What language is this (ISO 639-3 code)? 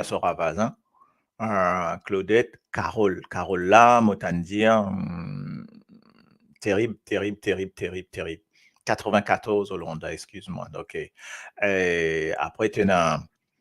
mfe